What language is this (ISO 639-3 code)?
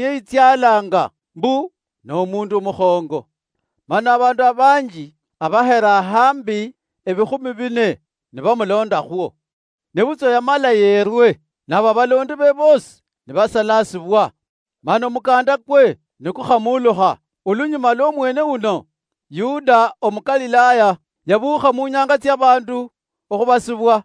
luy